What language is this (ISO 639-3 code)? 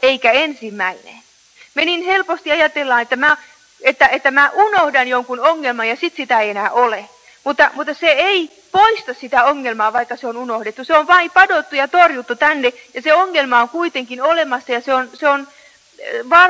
fin